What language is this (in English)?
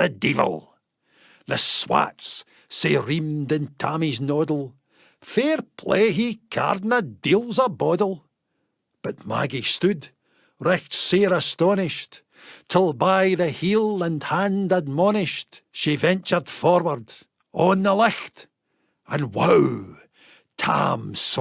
Scots